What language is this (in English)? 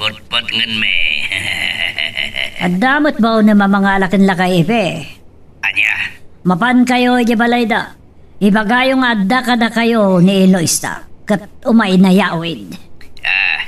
Iloko